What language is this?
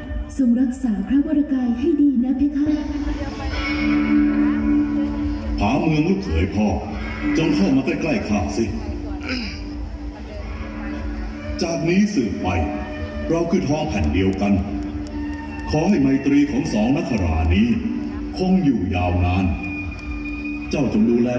Thai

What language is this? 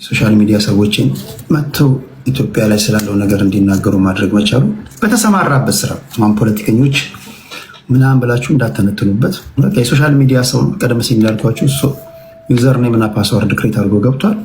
Amharic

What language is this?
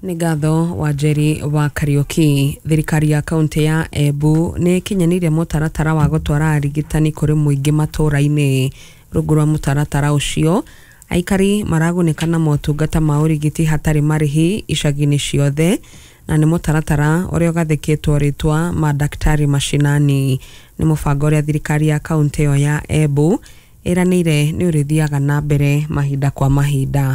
Kikuyu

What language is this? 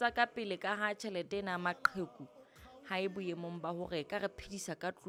Southern Sotho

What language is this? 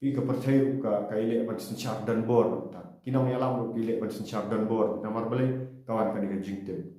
Khasi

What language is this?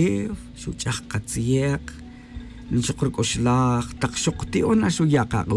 Tz'utujil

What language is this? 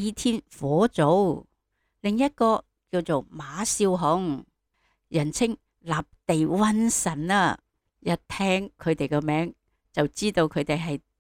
Cantonese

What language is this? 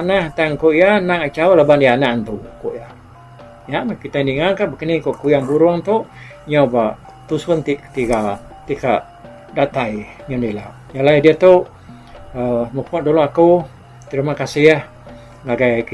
Iban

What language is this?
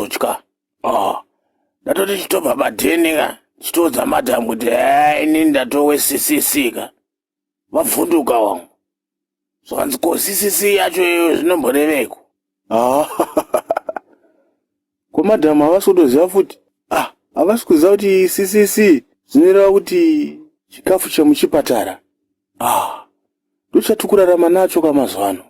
Shona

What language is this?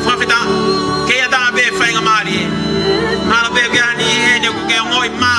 Tongan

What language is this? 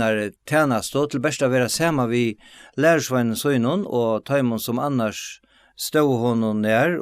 Faroese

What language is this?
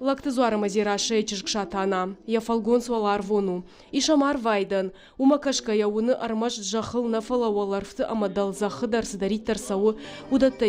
Ossetic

